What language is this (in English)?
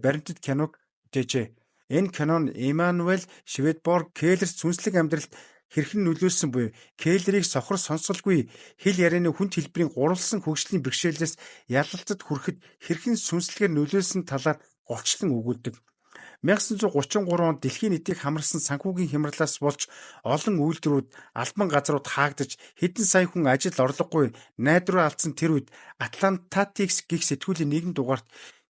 Mongolian